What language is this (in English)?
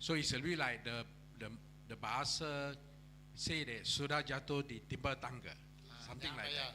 Iban